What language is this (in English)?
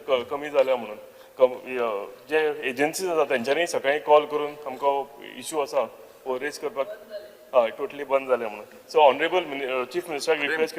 Konkani